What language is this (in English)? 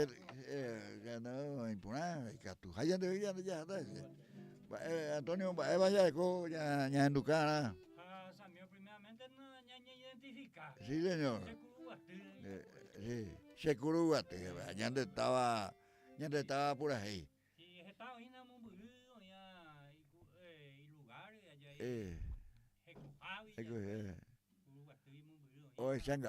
Guarani